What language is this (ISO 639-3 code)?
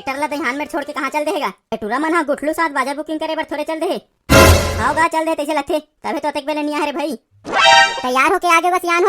hne